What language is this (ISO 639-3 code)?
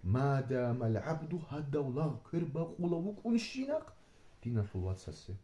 ava